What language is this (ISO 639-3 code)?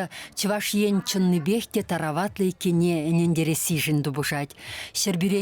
chv